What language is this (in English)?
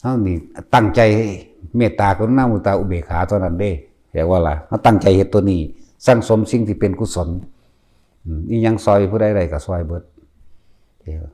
Northeastern Thai